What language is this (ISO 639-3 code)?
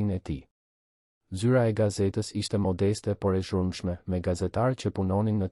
sqi